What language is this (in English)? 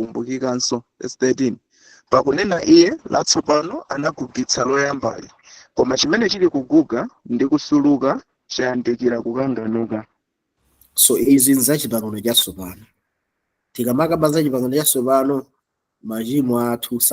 Nyanja